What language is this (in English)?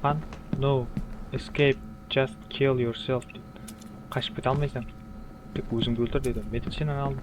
Kara-Kalpak